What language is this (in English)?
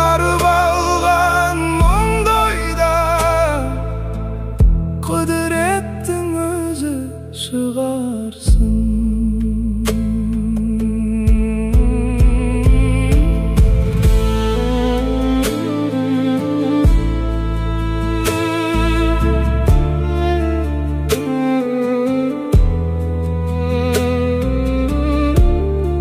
Kazakh